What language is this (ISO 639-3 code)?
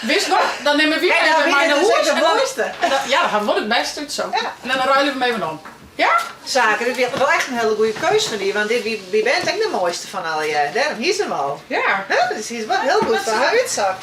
fry